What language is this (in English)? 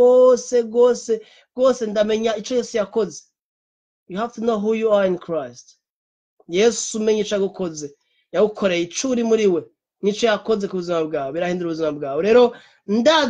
Rundi